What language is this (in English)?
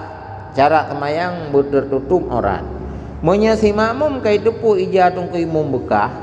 Achinese